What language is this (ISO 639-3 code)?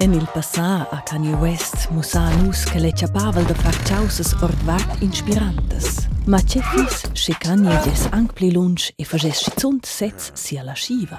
roh